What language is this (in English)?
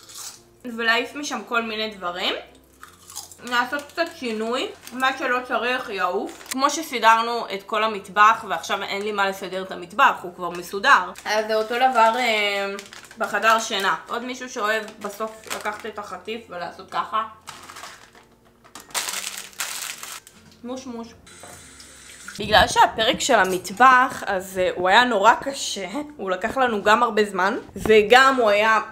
Hebrew